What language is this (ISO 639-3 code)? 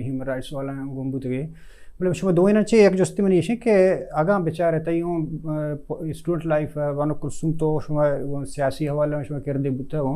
bal